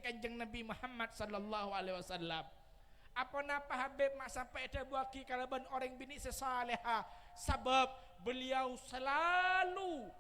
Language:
Madurese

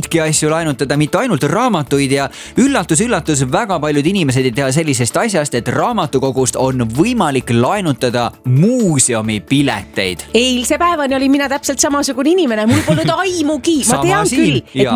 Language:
Estonian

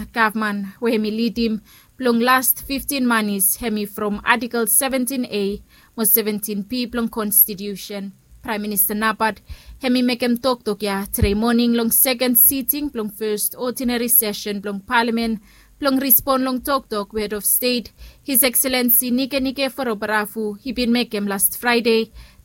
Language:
Bislama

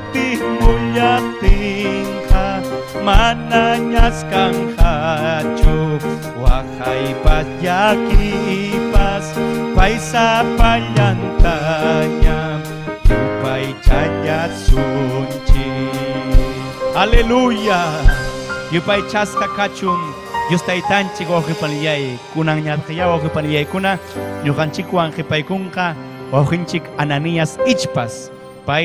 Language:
Ayacucho Quechua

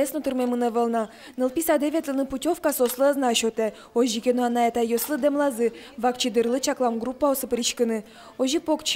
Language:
Udmurt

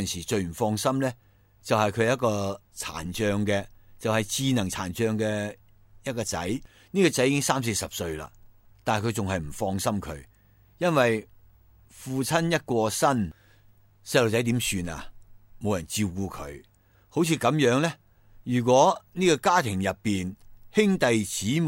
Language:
Cantonese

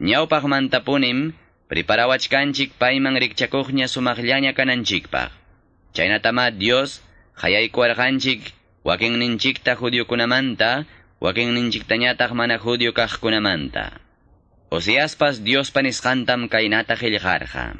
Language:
Quechua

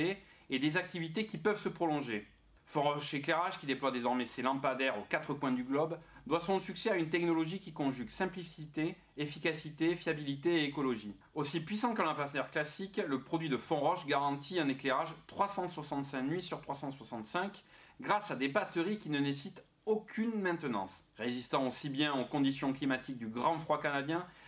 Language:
French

